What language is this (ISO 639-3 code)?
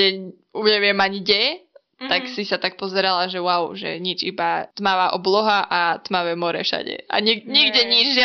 slk